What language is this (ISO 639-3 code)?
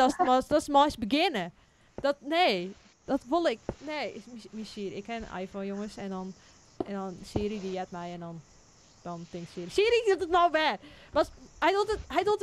fry